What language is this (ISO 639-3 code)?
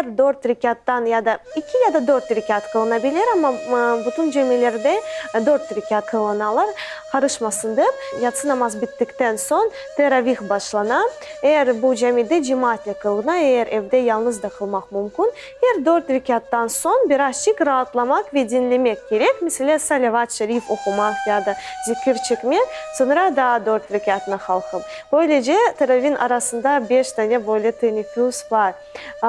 crh